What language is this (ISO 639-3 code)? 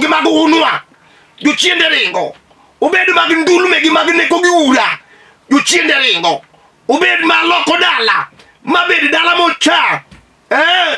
luo